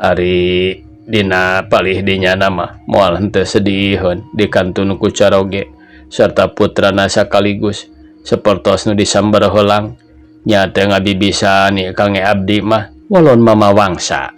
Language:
Sundanese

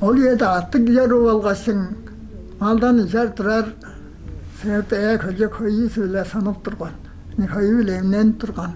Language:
Tuvinian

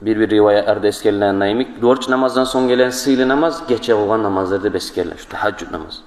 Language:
Kumyk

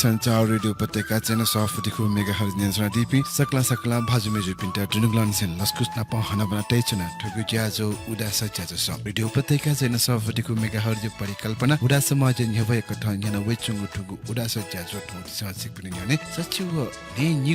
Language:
Newari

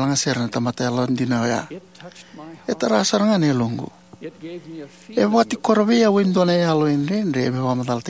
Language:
Fijian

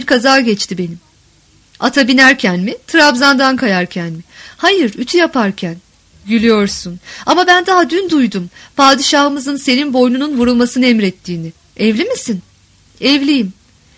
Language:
Turkish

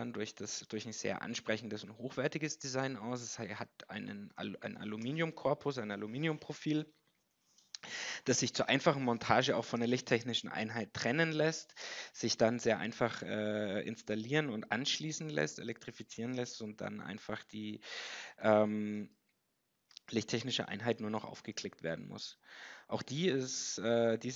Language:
German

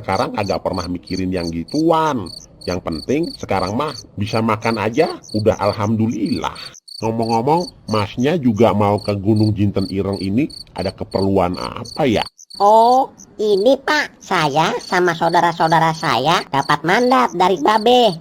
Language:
Betawi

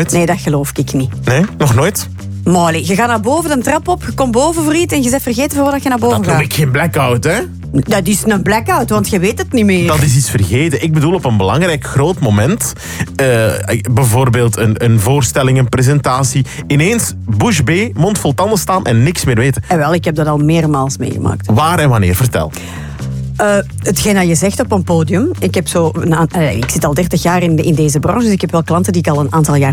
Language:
Dutch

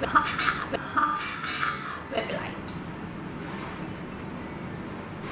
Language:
Thai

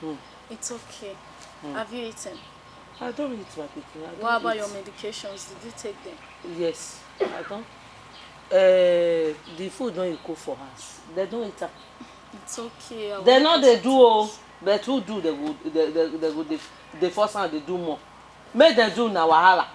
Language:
Nigerian Pidgin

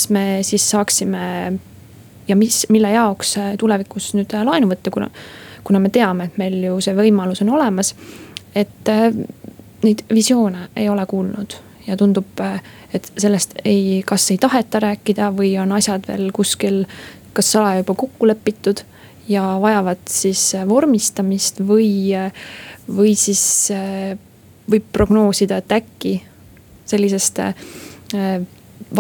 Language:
Estonian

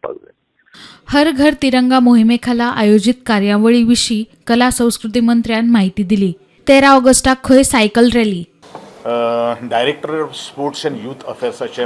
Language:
Konkani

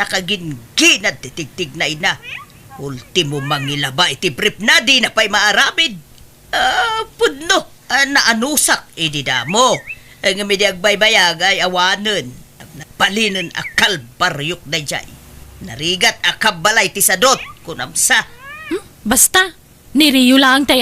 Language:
Iloko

